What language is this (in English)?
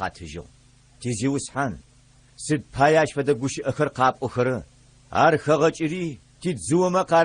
Adyghe